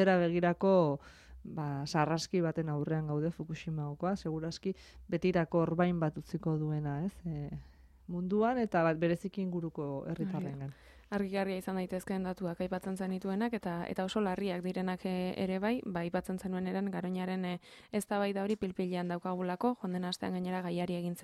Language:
Basque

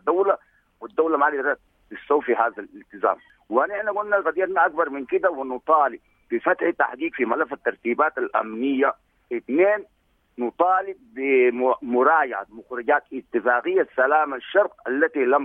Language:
Sudanese Arabic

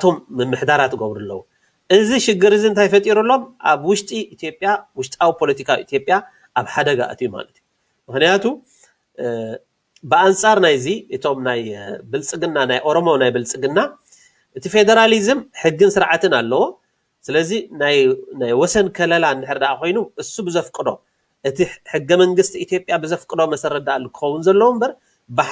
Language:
Tigrinya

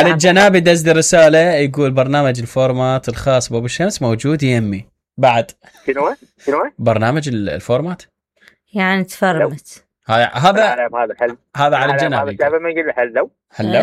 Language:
Mesopotamian Arabic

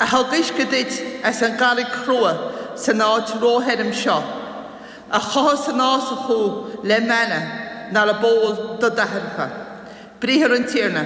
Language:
Irish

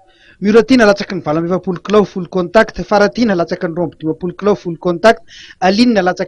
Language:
Malagasy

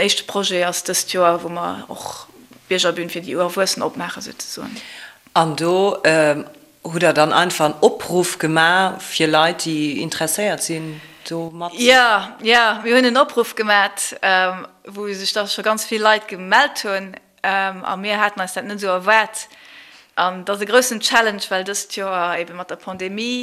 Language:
Luxembourgish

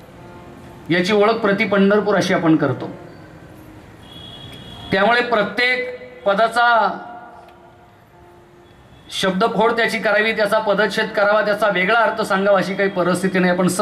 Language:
Marathi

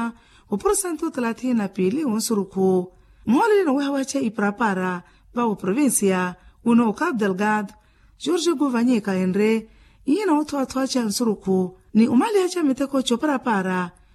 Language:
Makhuwa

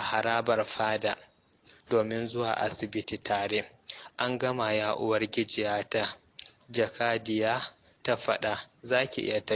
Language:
Hausa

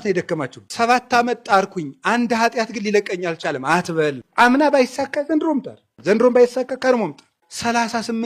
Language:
Amharic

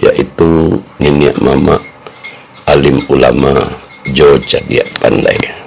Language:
Minangkabau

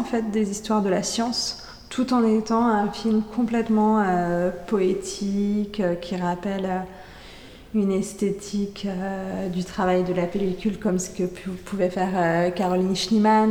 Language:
French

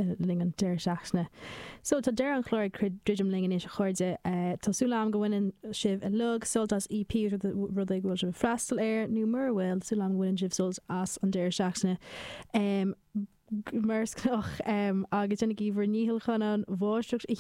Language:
Irish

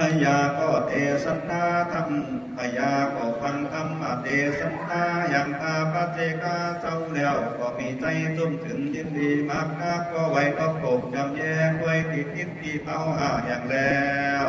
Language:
Lü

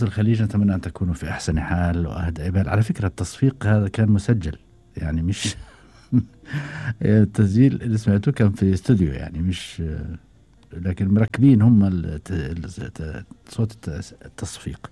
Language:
Gulf Arabic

